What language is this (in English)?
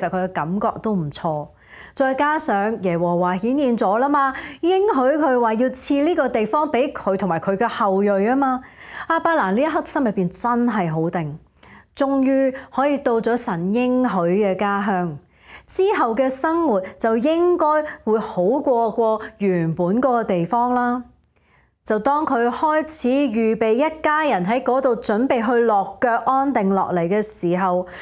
Cantonese